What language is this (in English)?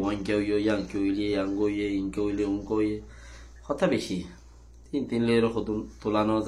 Rohingya